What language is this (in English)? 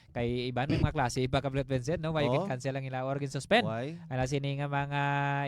Hiligaynon